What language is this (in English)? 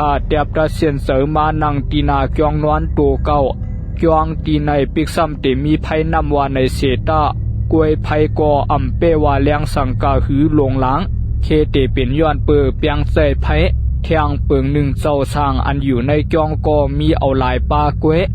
Shan